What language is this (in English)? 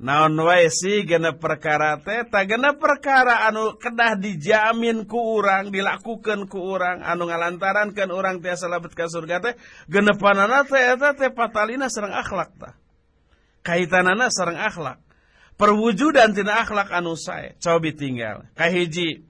Sundanese